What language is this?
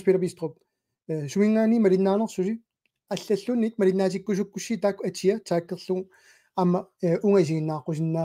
Kalaallisut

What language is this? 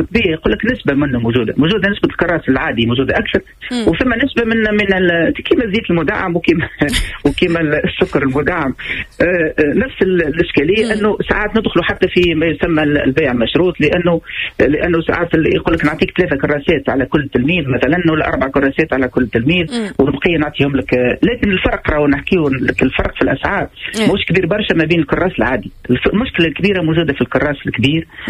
Tunisian Arabic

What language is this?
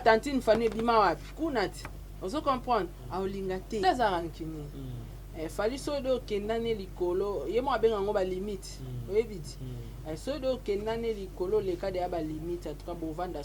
Lingala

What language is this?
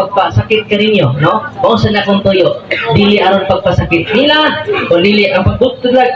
Cebuano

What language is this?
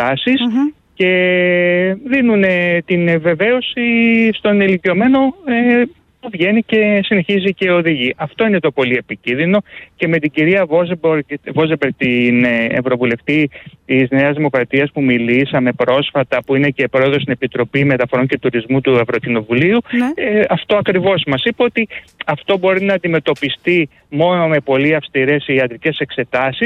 Greek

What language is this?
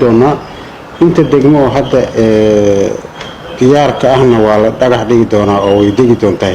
Somali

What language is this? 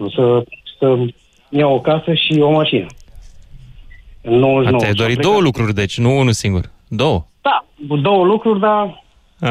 Romanian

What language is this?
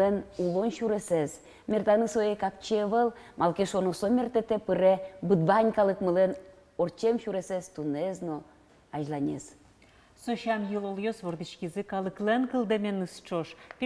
Udmurt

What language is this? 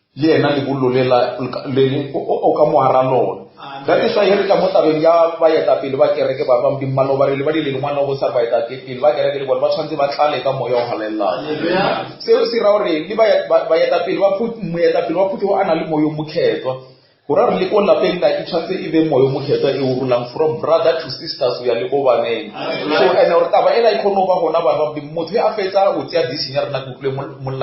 Northern Sotho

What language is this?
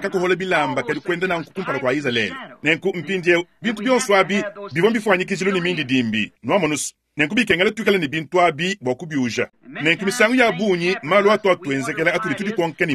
Luba-Lulua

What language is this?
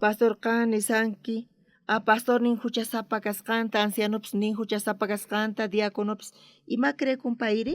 South Bolivian Quechua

